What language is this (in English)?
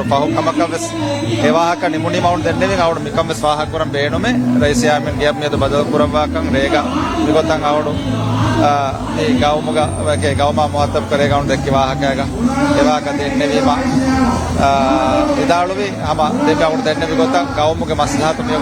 Divehi